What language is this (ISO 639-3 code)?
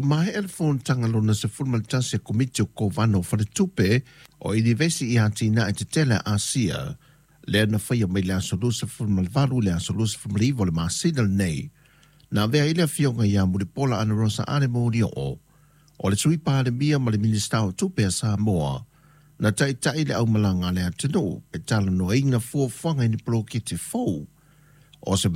smo